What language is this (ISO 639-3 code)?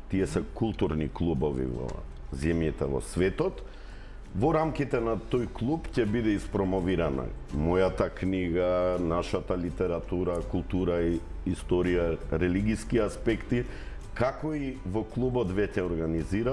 mkd